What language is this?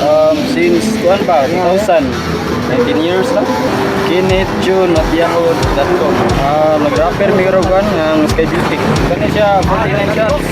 Cebuano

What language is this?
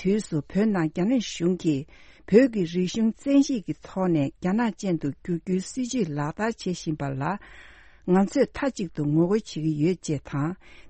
Tibetan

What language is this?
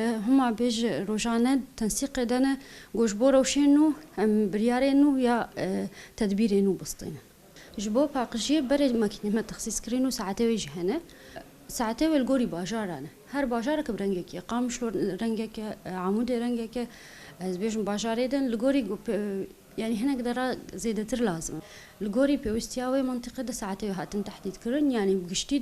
Kurdish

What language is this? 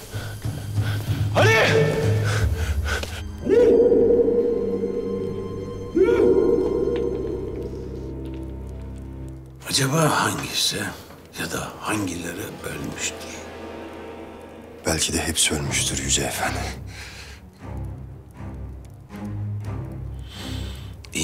Turkish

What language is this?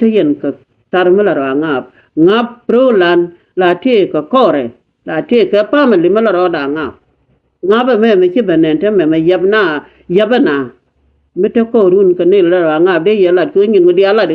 Nuer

